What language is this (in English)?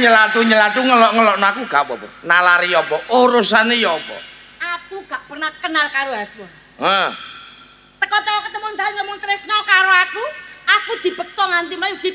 Javanese